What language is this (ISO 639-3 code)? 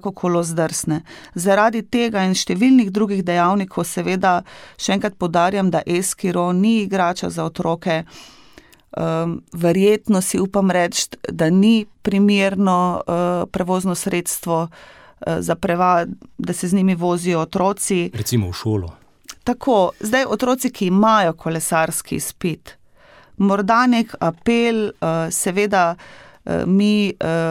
slv